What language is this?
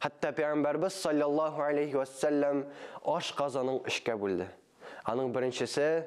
Tatar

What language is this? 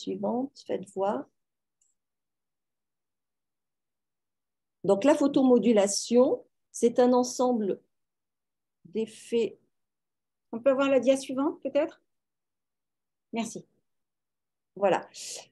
French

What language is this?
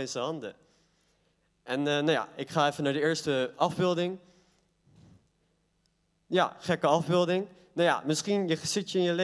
Dutch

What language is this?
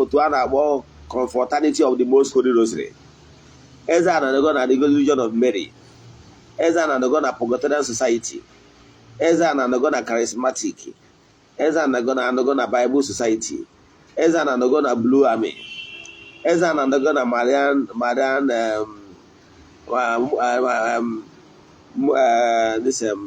Igbo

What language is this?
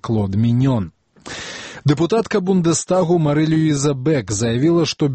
Belarusian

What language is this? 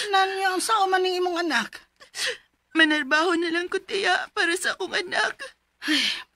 Cebuano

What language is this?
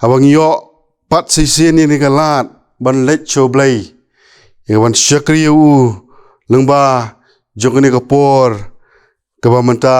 Khasi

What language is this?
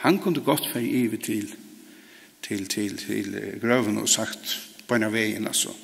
Faroese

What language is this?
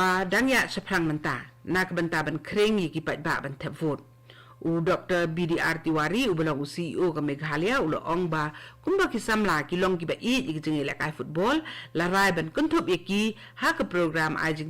Khasi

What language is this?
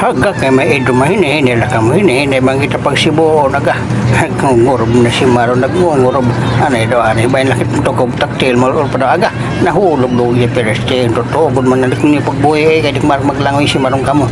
Waray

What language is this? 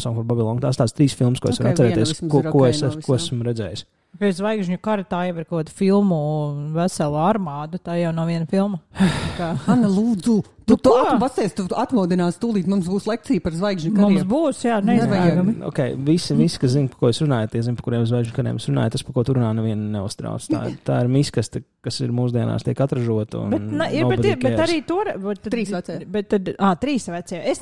Latvian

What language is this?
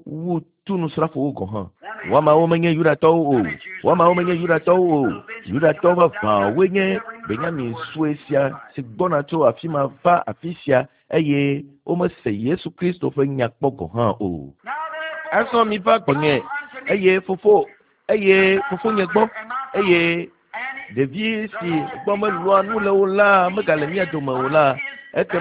Ewe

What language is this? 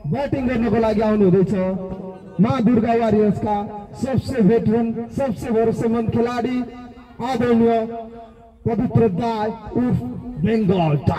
Nepali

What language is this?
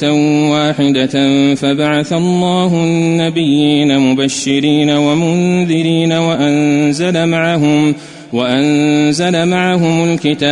Arabic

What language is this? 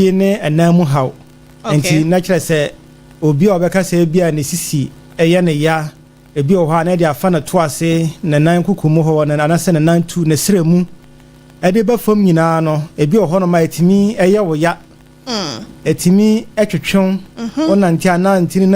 Akan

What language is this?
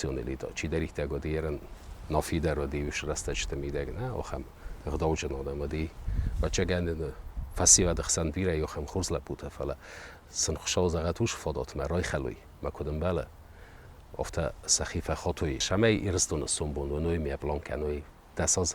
Ossetic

